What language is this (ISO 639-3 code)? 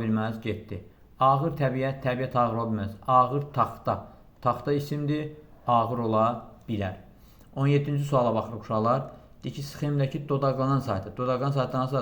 aze